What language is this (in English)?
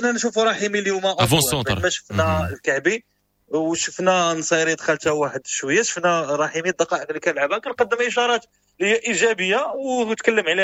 Moroccan Arabic